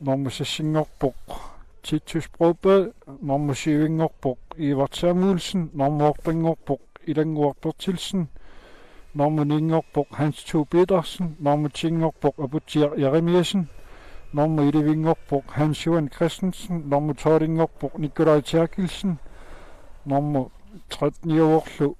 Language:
Kalaallisut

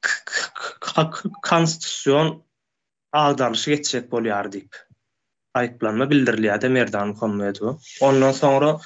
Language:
Turkmen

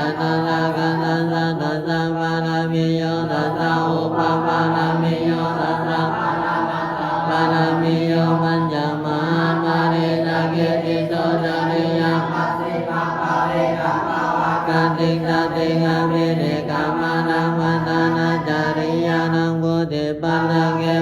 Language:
Pali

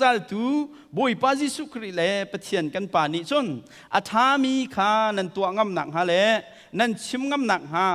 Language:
Hakha Chin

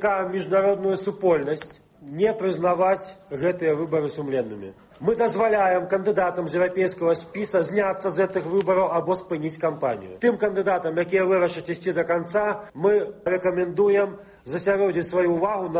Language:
Belarusian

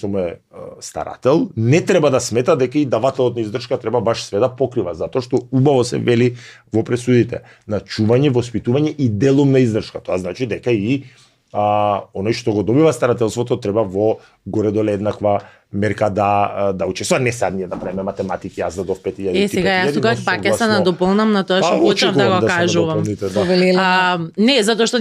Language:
Macedonian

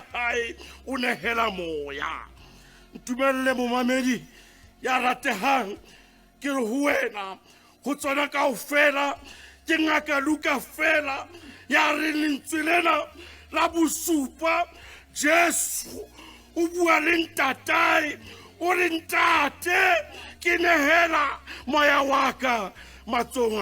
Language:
Southern Sotho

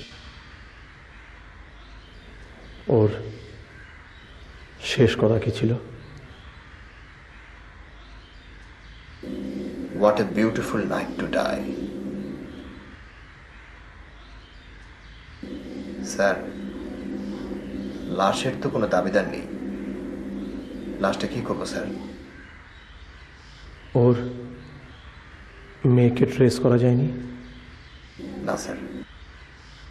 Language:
Bangla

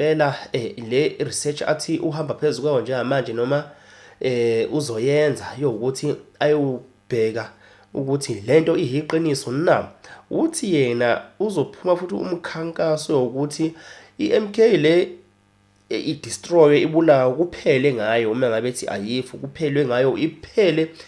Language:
Zulu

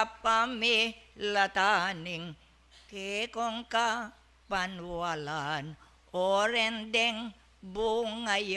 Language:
Pampanga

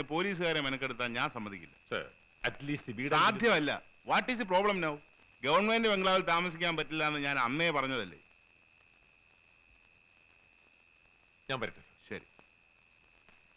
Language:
Malayalam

